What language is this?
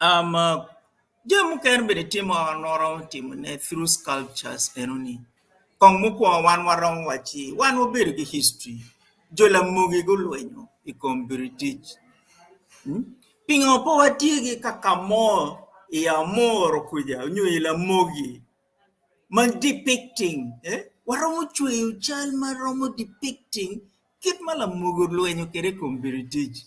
Acoli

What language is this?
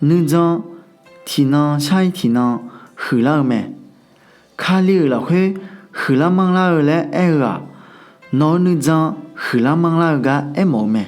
Akha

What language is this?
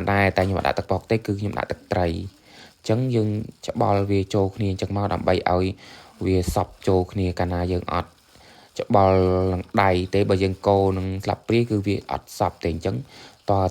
Khmer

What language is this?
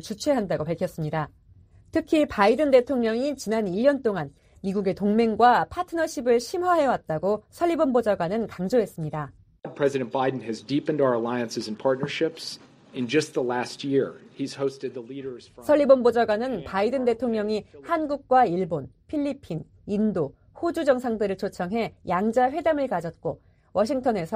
Korean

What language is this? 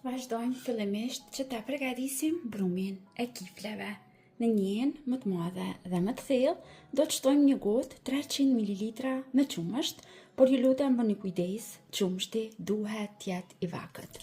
Albanian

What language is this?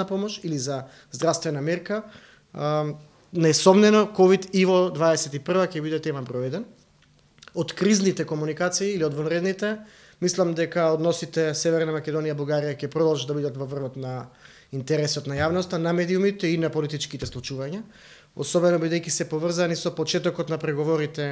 Macedonian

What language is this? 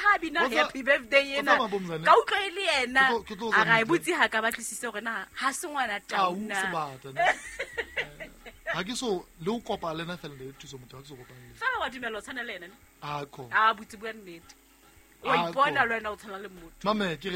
Southern Sotho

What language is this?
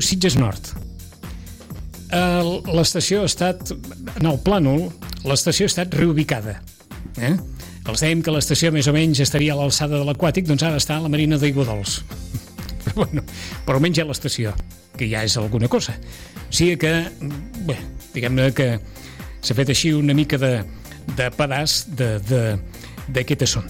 Catalan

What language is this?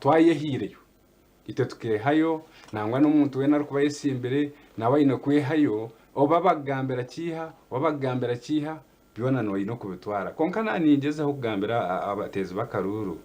Nyankole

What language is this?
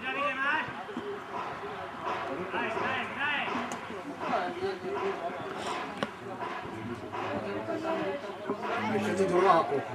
Czech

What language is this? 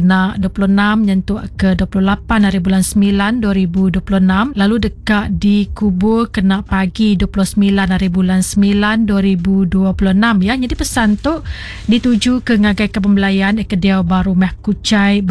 Iban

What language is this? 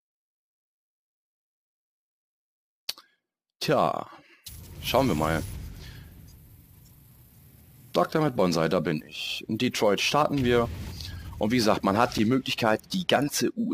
German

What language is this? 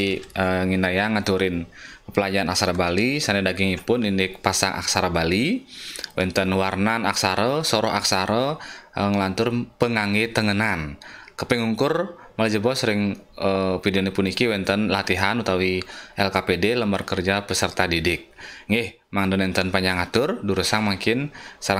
Balinese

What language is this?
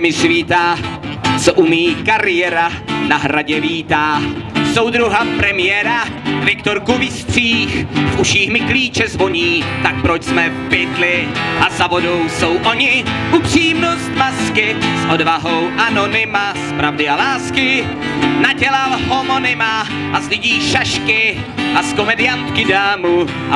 Czech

